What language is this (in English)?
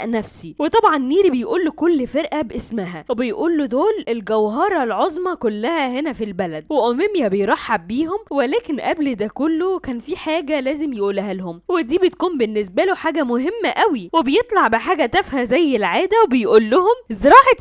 Egyptian Arabic